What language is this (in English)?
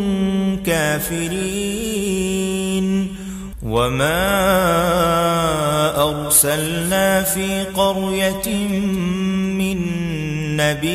Arabic